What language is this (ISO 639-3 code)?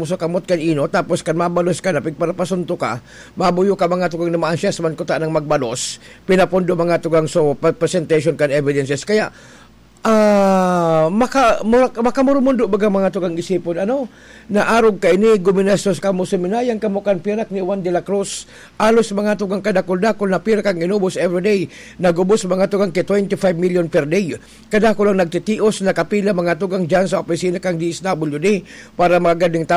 bik